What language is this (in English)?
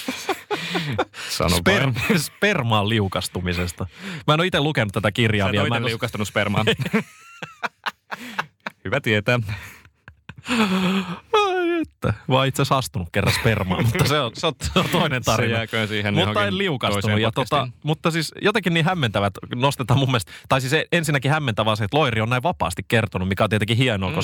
Finnish